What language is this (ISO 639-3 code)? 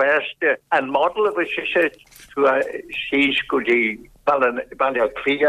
gle